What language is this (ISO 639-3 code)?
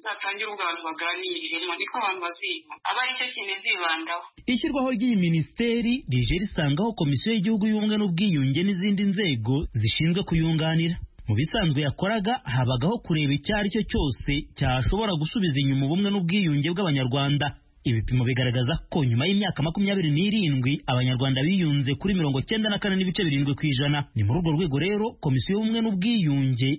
kin